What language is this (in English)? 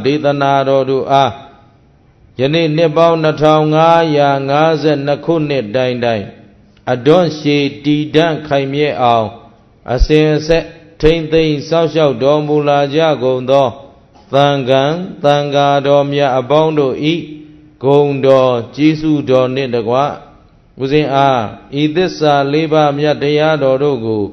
Burmese